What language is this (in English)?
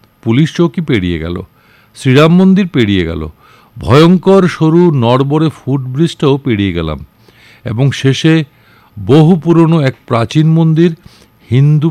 Bangla